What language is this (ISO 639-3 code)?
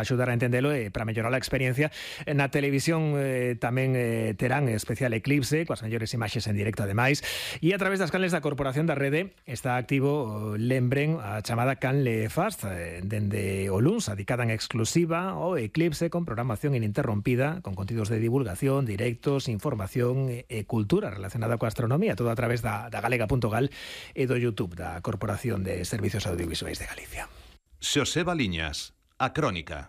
glg